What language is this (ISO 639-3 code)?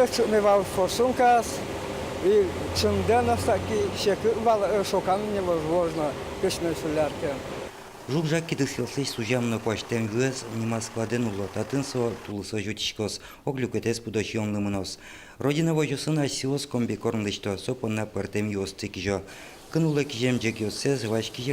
udm